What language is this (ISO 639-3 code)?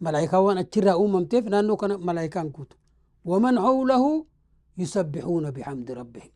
orm